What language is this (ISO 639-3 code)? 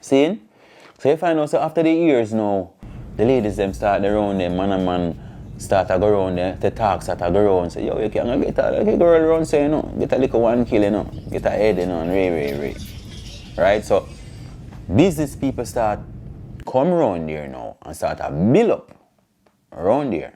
jam